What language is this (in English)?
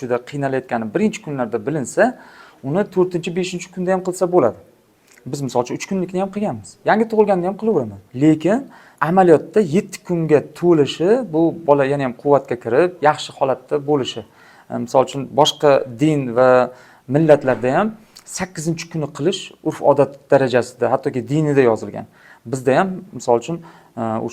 Uzbek